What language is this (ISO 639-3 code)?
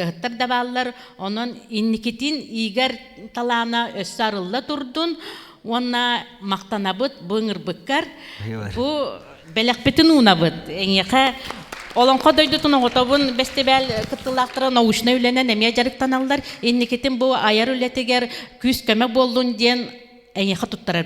sah